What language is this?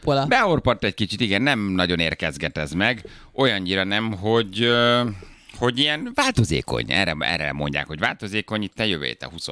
Hungarian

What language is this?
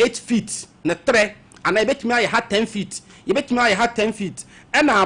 Akan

